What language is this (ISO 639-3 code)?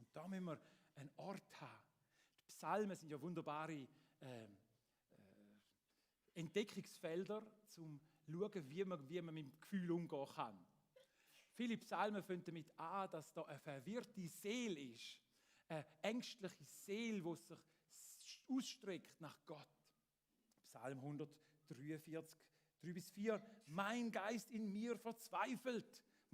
gsw